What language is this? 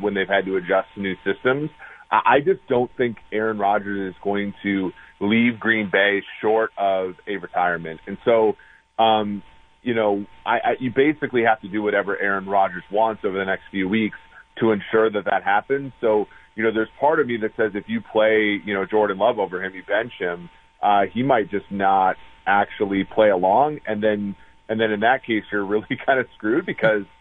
English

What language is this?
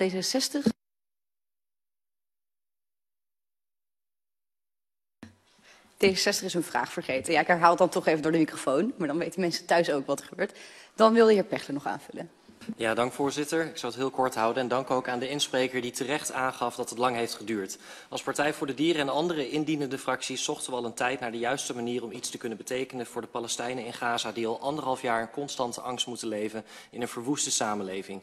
Dutch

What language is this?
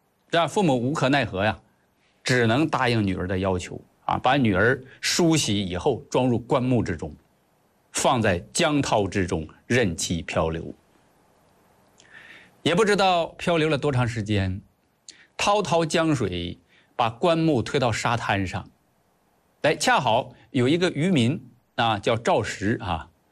Chinese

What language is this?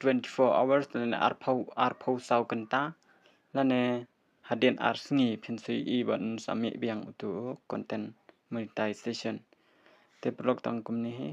Khasi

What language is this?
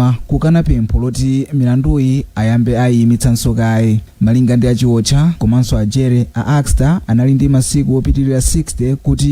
Nyanja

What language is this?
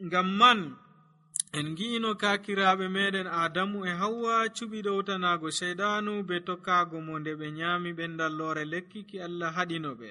Nigerian Fulfulde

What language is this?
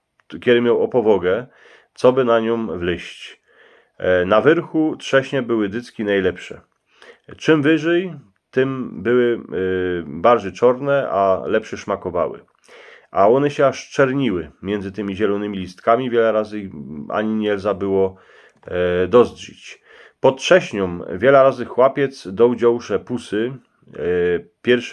Silesian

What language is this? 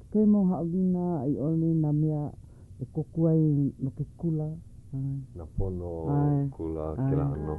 Hawaiian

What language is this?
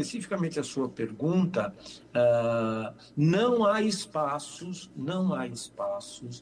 Portuguese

